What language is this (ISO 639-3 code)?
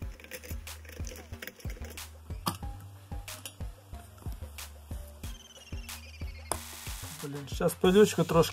ukr